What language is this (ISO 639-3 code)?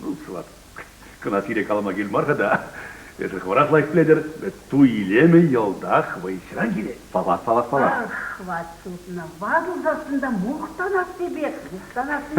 chv